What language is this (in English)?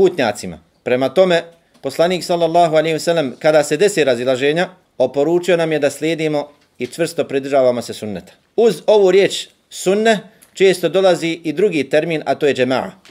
Bosnian